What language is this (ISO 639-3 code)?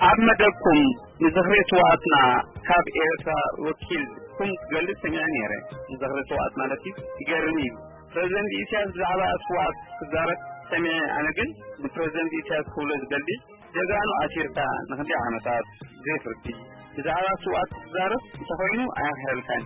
tir